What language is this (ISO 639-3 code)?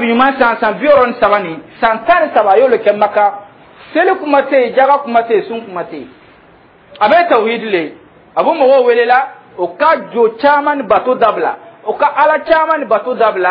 dyu